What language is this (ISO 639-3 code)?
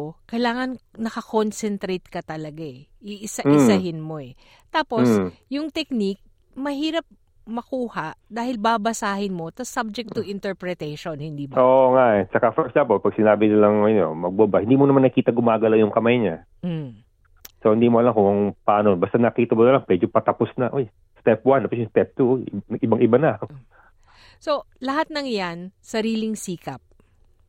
fil